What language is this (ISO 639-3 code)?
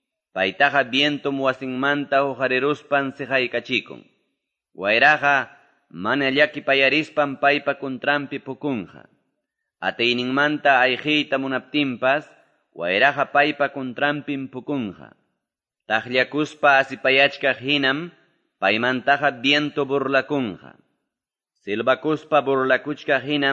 que